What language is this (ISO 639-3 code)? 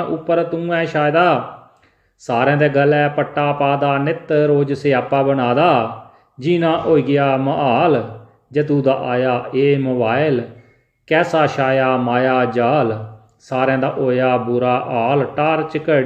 doi